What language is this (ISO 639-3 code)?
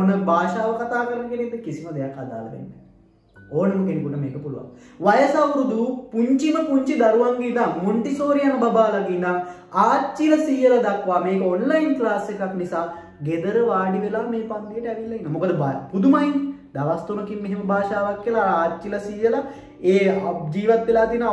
sin